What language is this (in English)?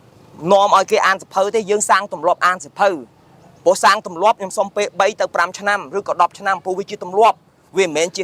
Khmer